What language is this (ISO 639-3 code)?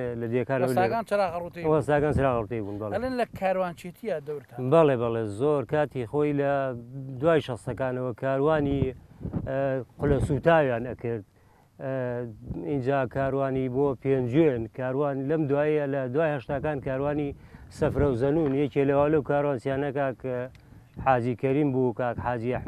ckb